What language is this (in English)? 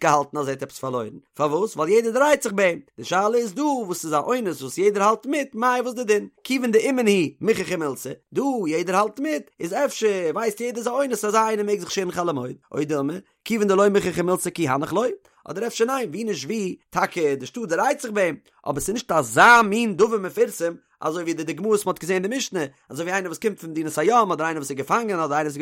Yiddish